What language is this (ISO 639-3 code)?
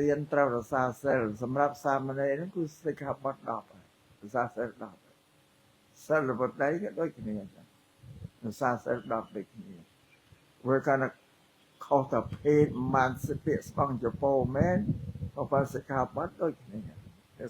khm